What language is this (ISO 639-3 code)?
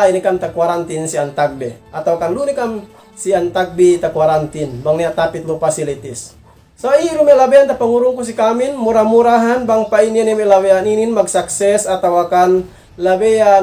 yka